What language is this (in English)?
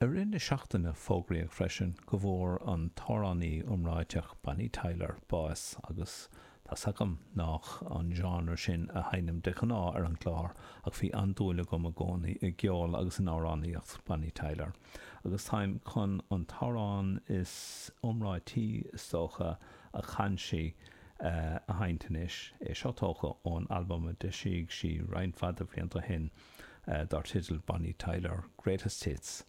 Irish